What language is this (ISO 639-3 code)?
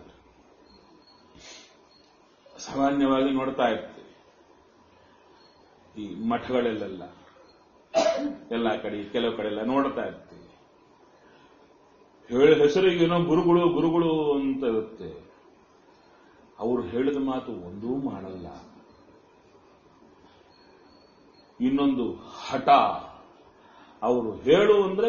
kan